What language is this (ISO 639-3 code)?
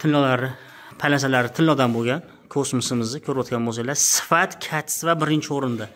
uzb